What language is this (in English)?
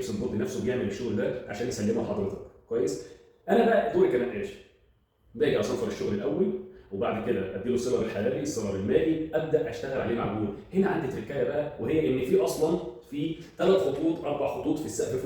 Egyptian Arabic